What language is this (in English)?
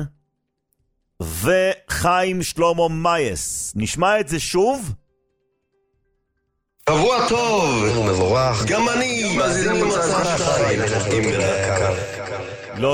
Hebrew